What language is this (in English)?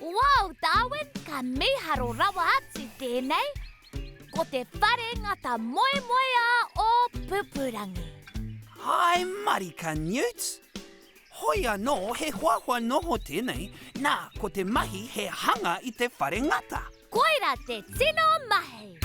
Māori